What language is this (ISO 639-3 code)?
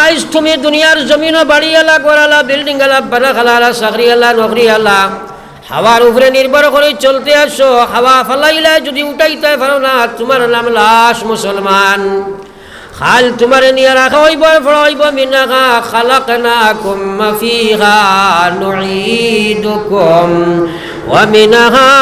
syl